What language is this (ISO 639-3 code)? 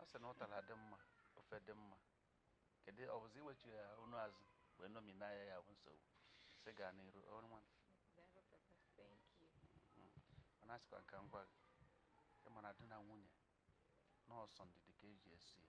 ibo